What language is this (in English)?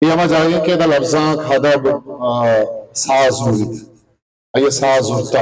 Baluchi